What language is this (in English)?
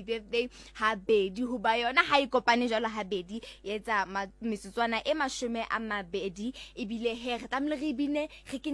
Southern Sotho